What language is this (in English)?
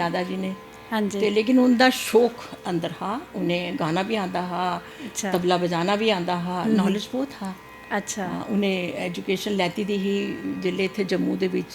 Dogri